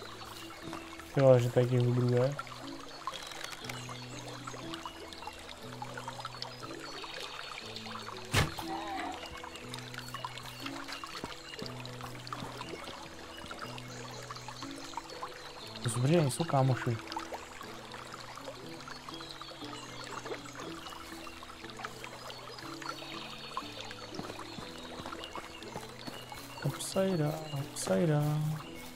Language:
Czech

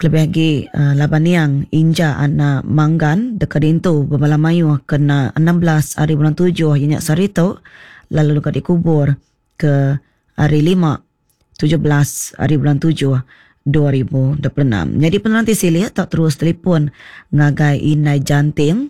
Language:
Iban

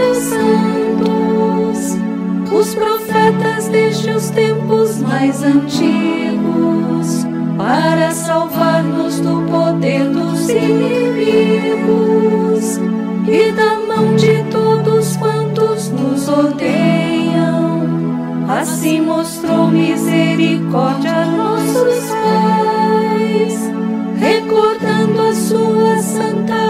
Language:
Portuguese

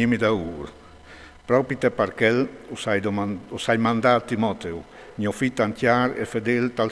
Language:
Friulian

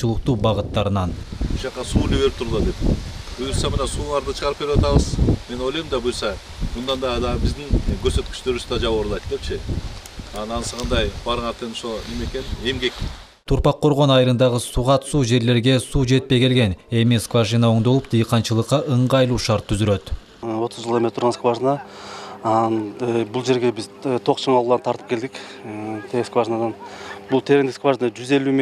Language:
Kyrgyz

